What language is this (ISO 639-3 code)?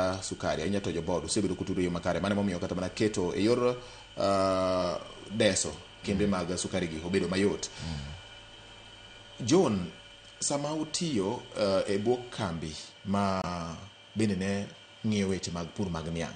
luo